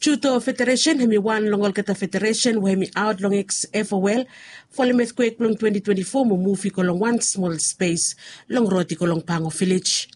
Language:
Bislama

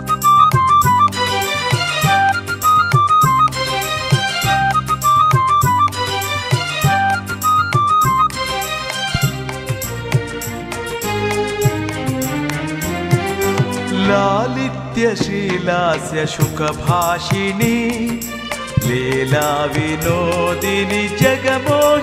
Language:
Kannada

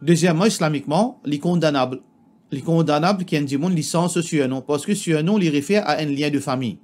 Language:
Morisyen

